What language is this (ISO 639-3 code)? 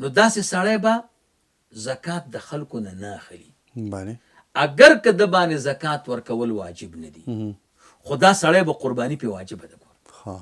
pus